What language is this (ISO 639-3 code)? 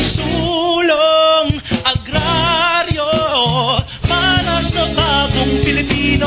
bik